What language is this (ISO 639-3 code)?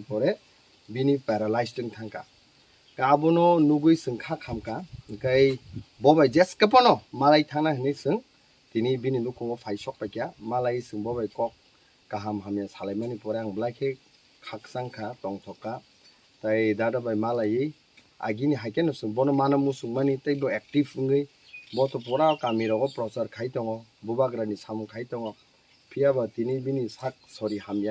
trp